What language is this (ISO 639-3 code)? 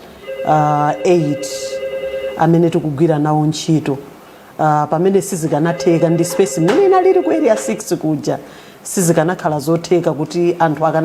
nya